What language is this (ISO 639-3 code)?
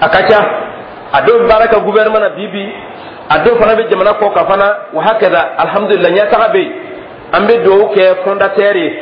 dyu